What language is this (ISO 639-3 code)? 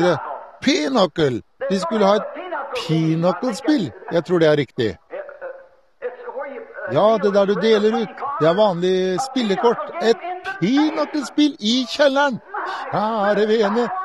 nor